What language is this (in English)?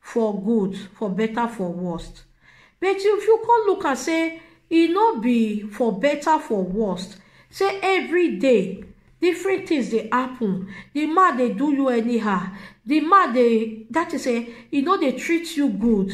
Nigerian Pidgin